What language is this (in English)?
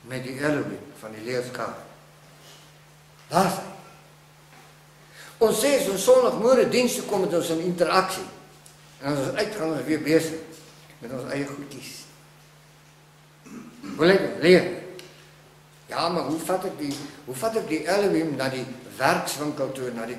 Afrikaans